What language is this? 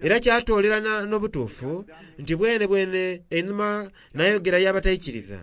Soga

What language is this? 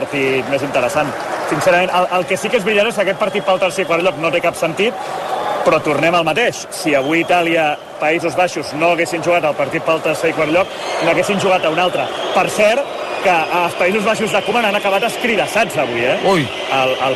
Catalan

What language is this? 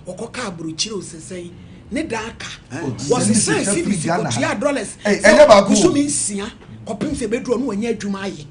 Akan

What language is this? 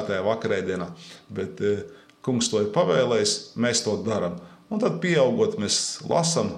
Latvian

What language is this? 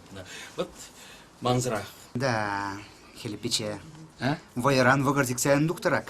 Chuvash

